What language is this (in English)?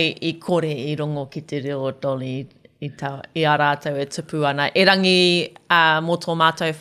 Māori